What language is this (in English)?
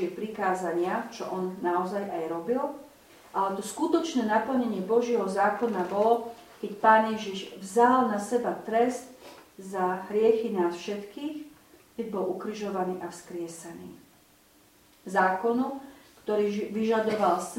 Slovak